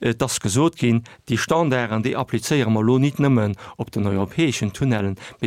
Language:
Luxembourgish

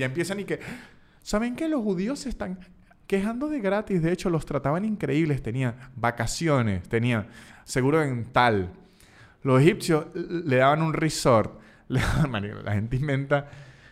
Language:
Spanish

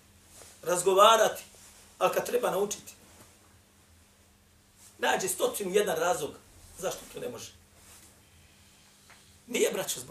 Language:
Bosnian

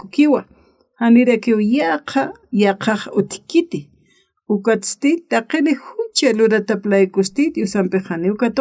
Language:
Aymara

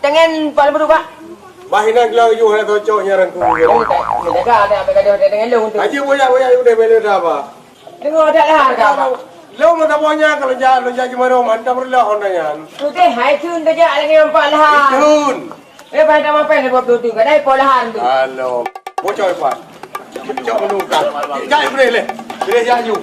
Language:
Achinese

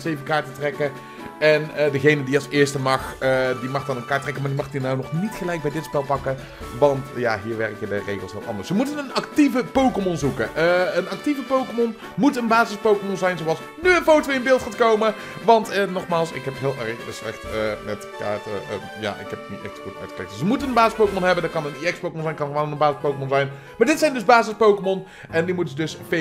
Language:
Dutch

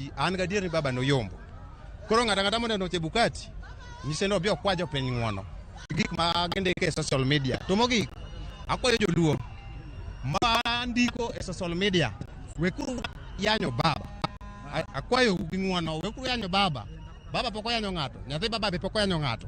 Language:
Luo (Kenya and Tanzania)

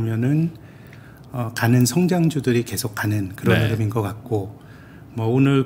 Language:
Korean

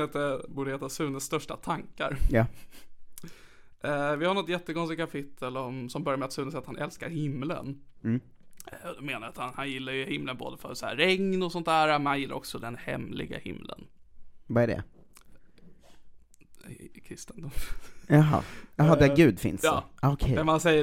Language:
Swedish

